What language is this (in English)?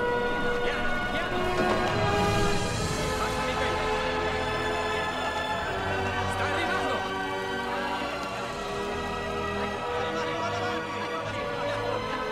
Italian